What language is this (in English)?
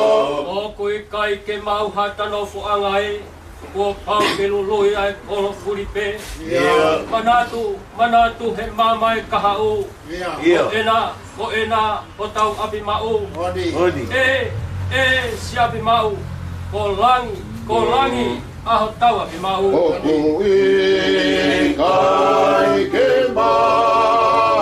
Tongan